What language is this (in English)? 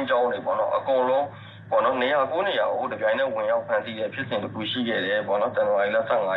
Burmese